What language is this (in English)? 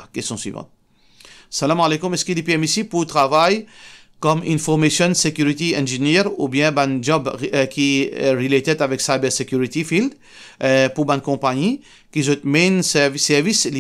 Morisyen